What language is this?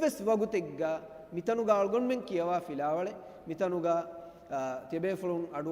Divehi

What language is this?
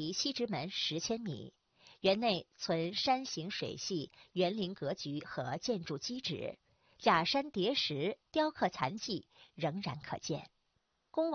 Chinese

